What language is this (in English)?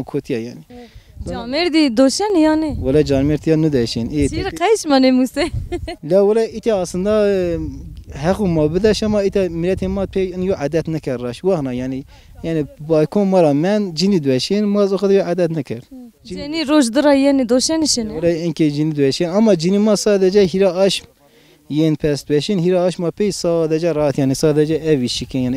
Zaza